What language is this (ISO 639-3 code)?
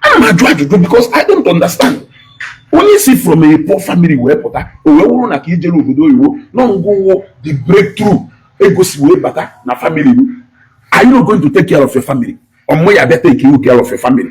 ibo